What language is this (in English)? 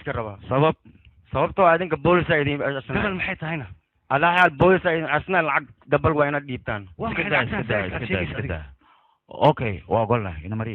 Somali